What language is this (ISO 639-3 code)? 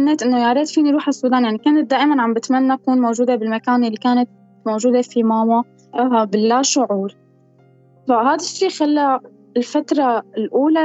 apc